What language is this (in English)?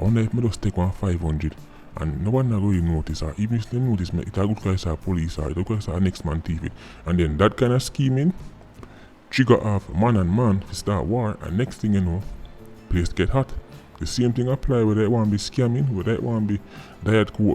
Jamaican Creole English